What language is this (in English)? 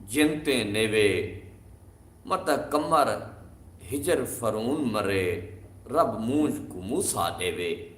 Saraiki